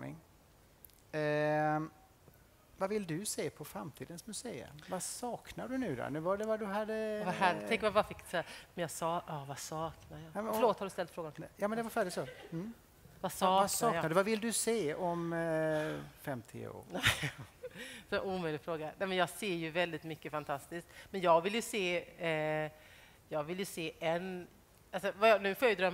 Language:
Swedish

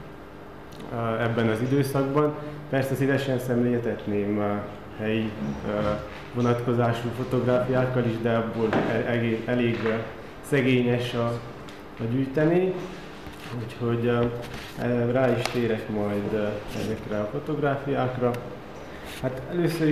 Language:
Hungarian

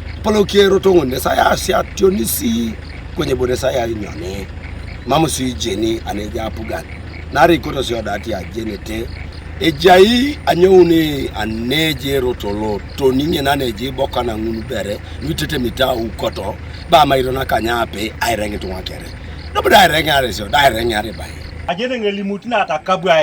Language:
Teso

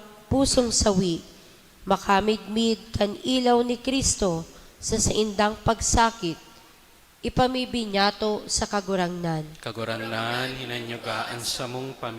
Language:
Bikol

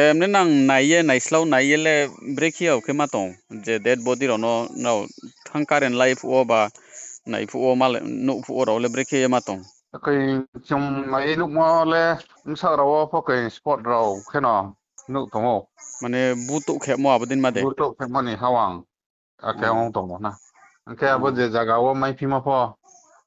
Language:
Riang (India)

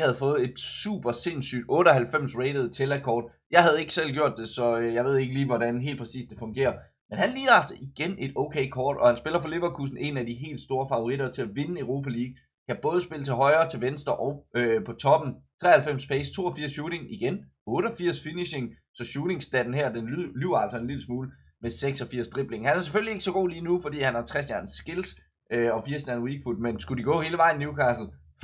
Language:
Danish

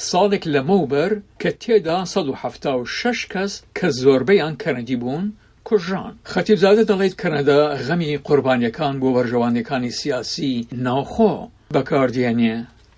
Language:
Central Kurdish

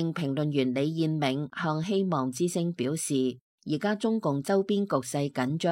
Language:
Cantonese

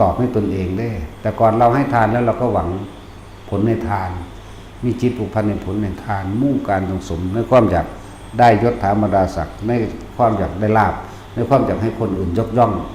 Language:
Northeastern Thai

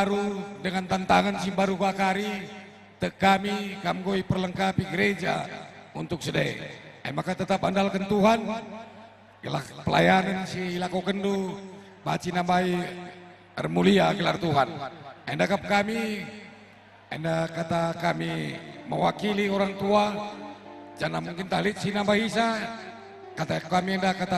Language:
Batak Karo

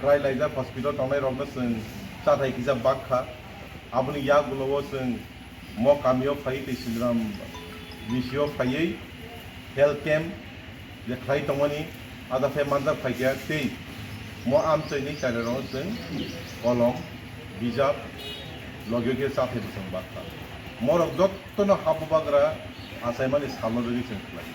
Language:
Kok Borok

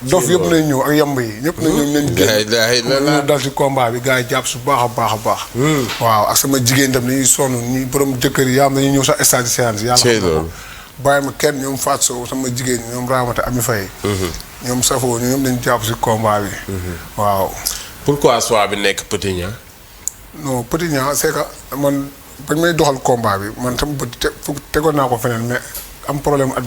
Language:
Wolof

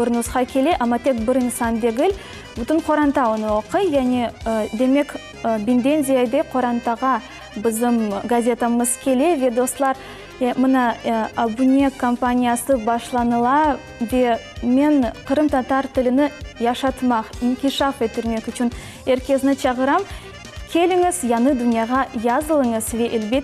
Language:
Crimean Tatar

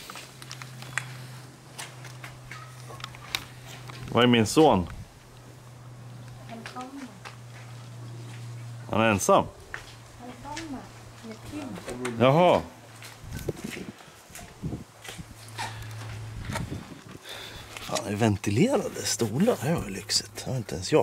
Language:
Swedish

